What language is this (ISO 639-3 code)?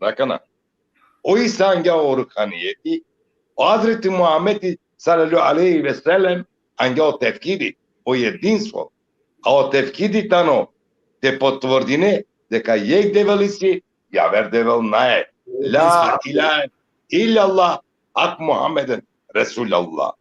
rmn